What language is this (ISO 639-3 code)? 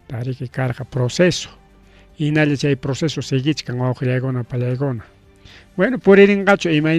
quy